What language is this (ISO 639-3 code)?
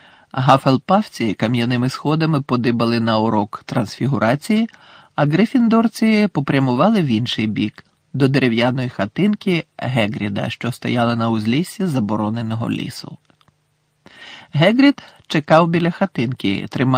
ukr